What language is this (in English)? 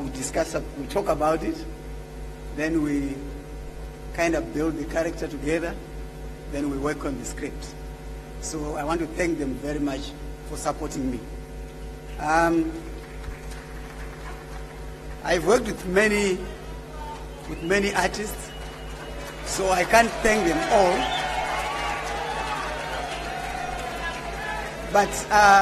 English